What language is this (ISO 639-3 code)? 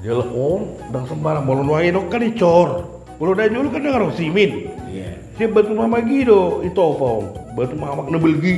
bbc